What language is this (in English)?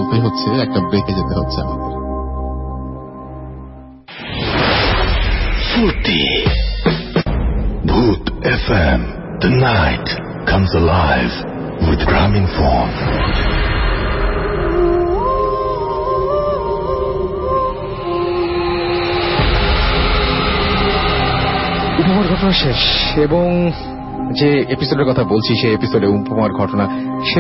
Bangla